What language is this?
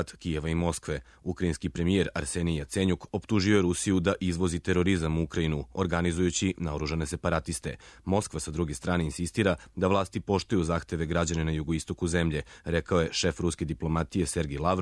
Serbian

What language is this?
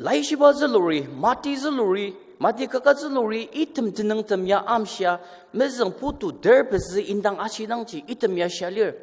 Ao Naga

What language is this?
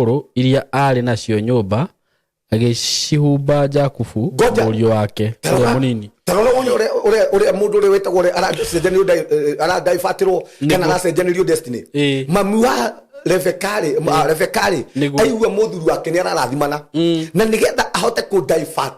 Kikuyu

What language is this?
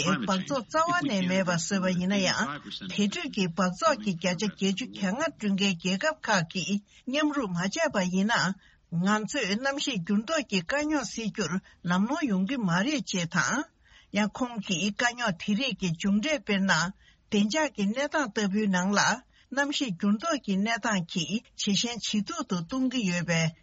Tibetan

